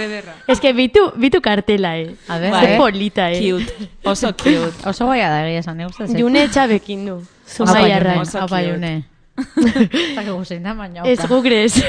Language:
Basque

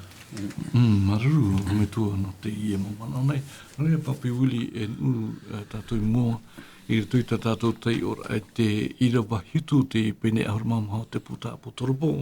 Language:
Tahitian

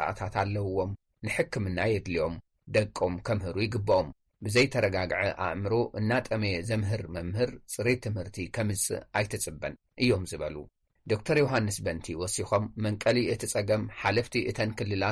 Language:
Tigrinya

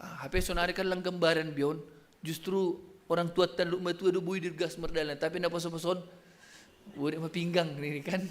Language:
Batak Simalungun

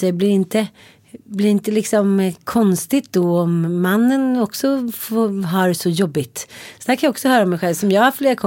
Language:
Swedish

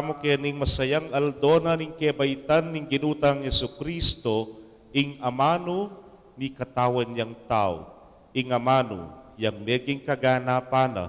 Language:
Pampanga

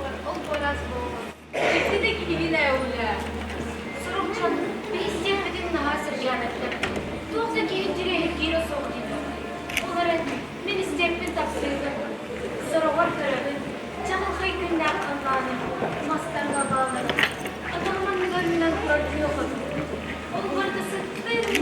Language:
Yakut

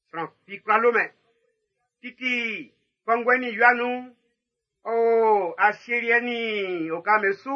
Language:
Baoulé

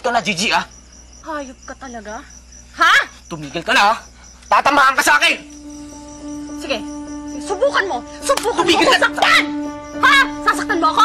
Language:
Filipino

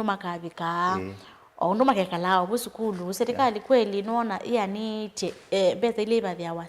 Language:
Kamba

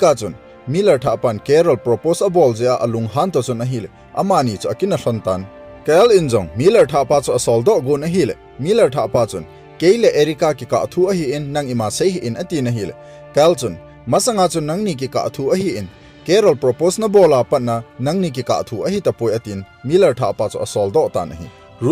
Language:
Thado Chin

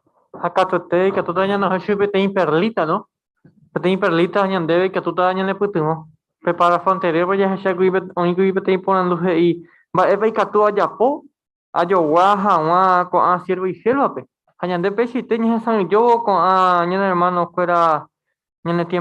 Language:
Guarani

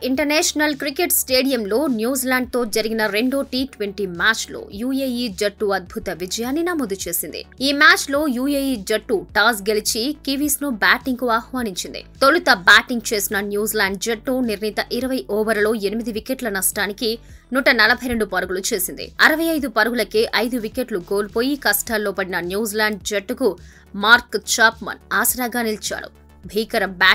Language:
Telugu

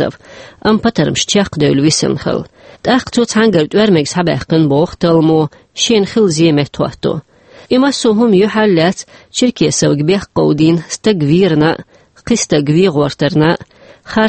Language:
Chechen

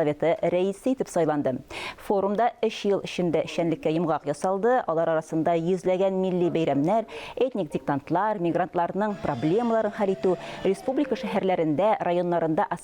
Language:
Tatar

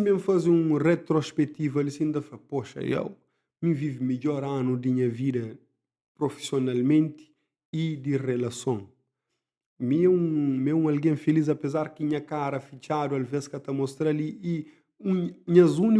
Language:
Kabuverdianu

